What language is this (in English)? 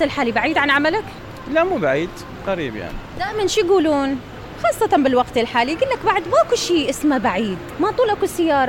Mesopotamian Arabic